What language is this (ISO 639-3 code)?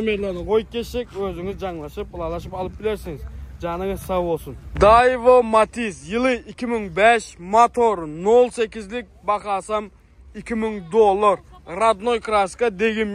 tuk